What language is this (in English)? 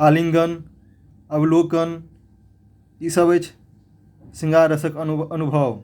Maithili